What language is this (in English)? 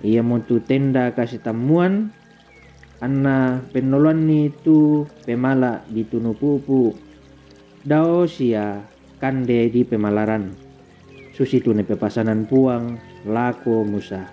Toraja-Sa'dan